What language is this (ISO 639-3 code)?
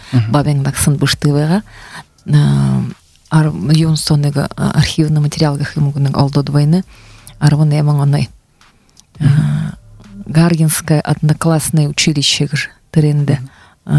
bua